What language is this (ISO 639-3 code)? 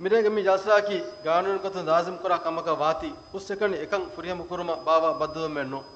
div